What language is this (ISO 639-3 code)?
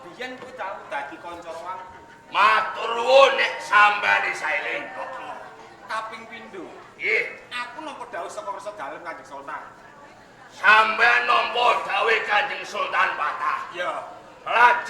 jav